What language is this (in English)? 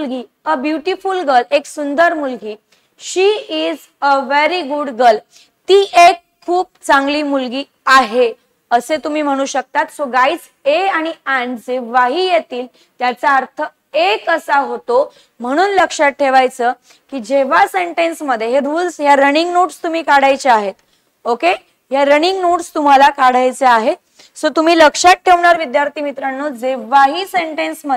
Marathi